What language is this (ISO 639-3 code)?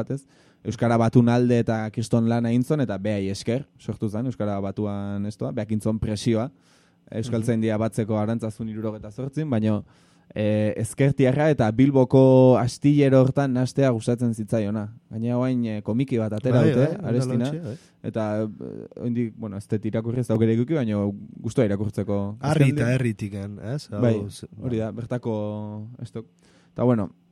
eus